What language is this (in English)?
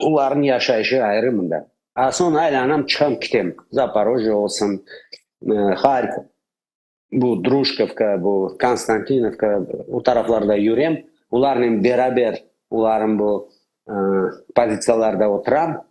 Crimean Tatar